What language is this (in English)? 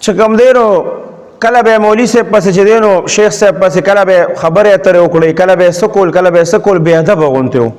Pashto